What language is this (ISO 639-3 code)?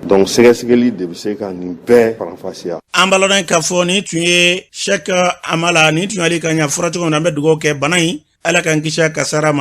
bam